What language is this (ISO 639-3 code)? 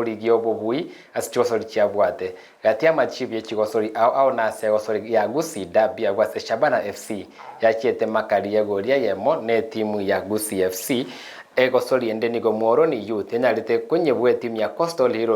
guz